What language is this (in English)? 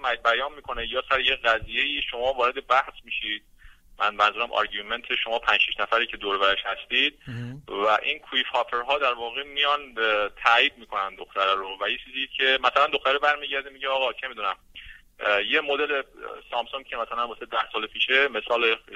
Persian